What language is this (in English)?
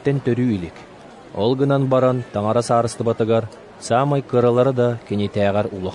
Yakut